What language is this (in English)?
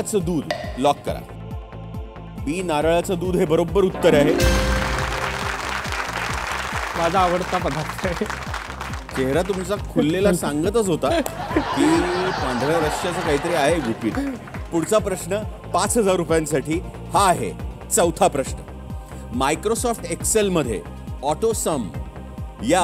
Marathi